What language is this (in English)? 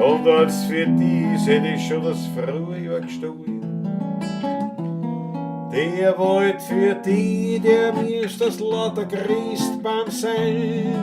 Bavarian